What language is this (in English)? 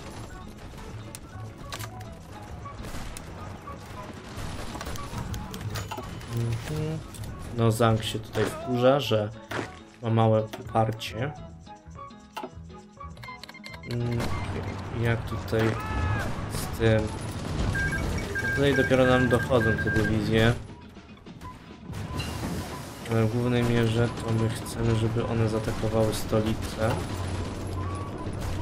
Polish